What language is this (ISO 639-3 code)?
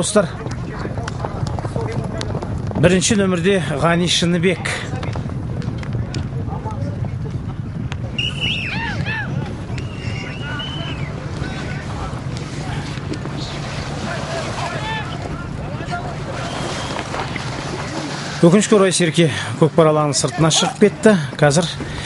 kaz